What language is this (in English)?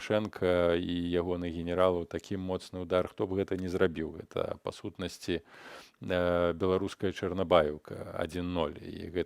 Belarusian